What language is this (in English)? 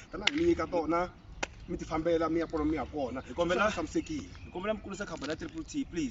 Tsonga